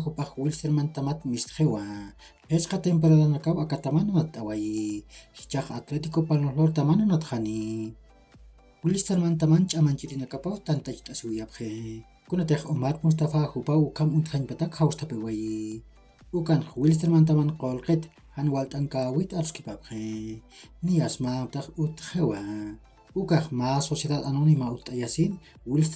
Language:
Aymara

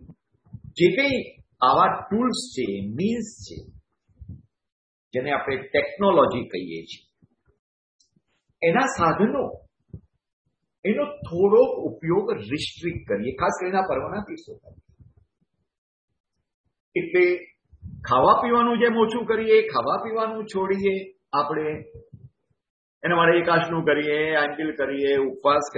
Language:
Gujarati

